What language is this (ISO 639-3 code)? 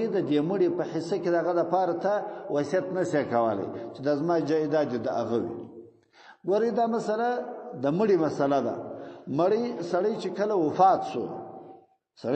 pus